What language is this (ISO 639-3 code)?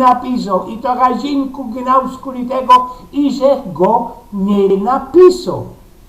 szl